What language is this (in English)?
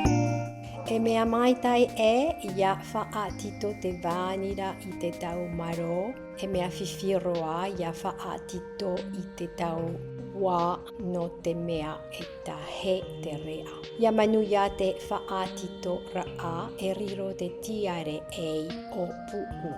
Tahitian